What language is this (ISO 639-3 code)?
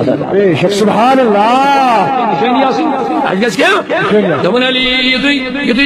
kas